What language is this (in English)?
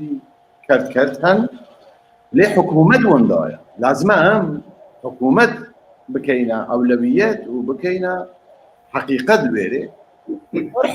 Kurdish